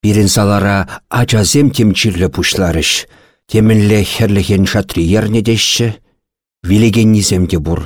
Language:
Chuvash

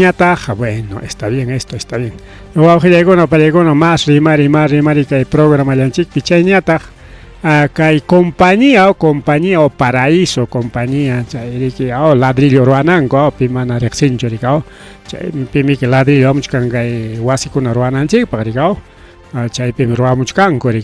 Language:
Ayacucho Quechua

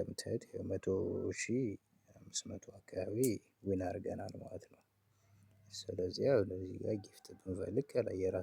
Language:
Amharic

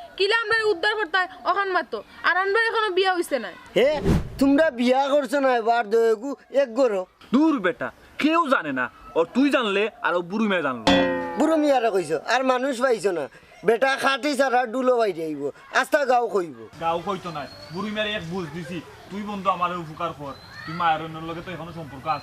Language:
Sylheti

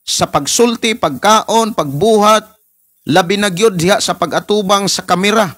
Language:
Cebuano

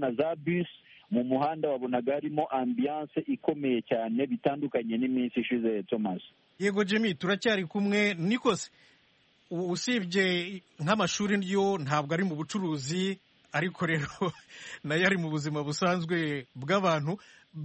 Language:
Kinyarwanda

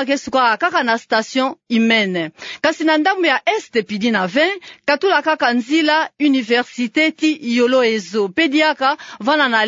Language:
Kituba (Democratic Republic of Congo)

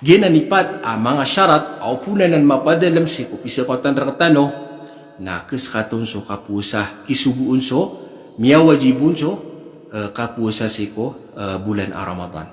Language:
Maranao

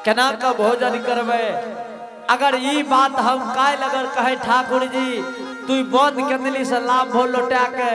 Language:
Angika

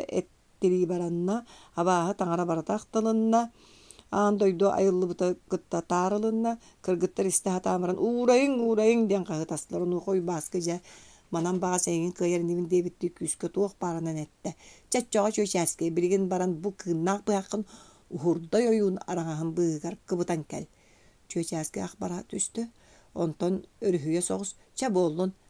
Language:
Yakut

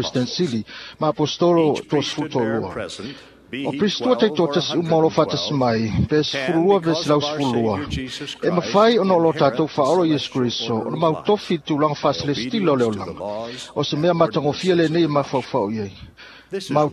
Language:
Samoan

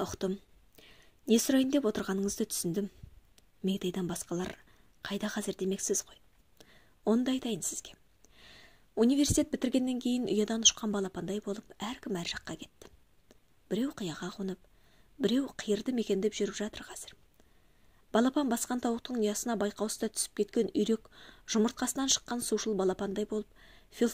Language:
Kazakh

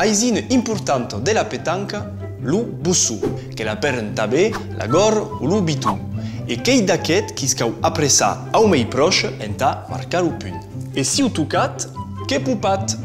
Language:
Occitan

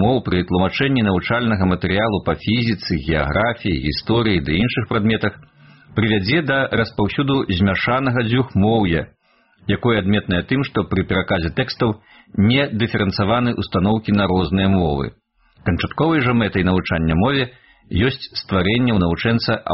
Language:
Belarusian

